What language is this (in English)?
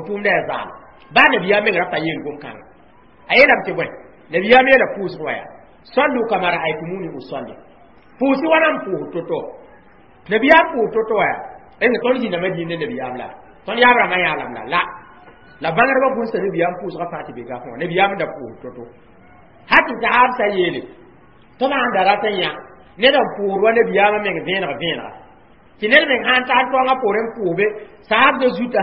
Mossi